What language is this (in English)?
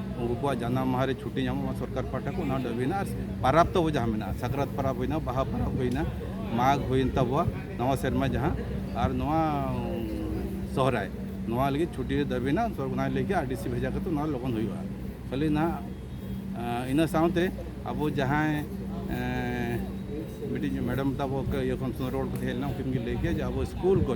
Santali